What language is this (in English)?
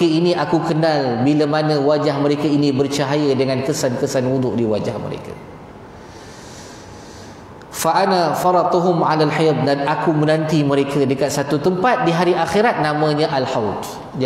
Malay